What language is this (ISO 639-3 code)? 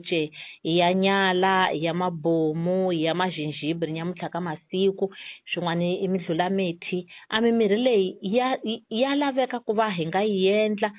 tso